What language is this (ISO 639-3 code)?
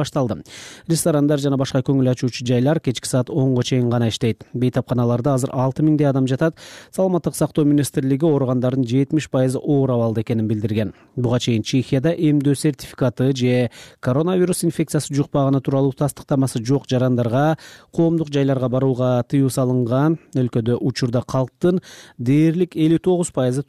kir